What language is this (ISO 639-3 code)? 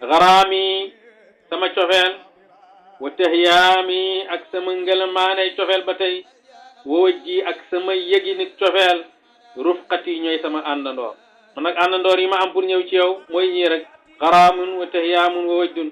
wol